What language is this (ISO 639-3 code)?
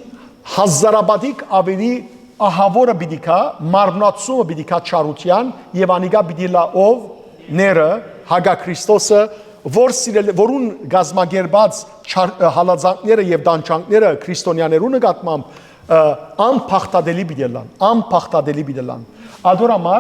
hyw